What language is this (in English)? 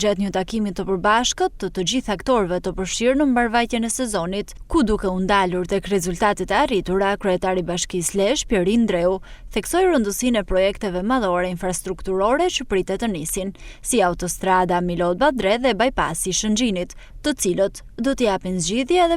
Albanian